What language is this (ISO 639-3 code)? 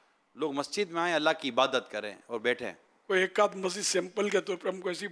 urd